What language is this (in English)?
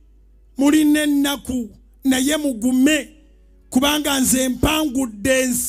Ganda